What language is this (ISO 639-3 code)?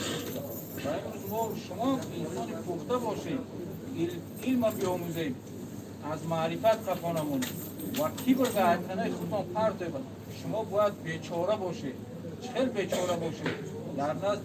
tgk